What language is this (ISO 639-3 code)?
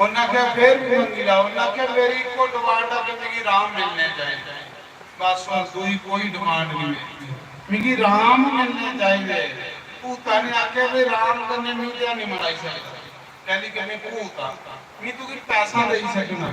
doi